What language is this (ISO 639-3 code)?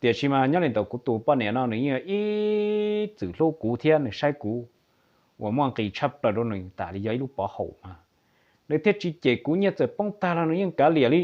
hmn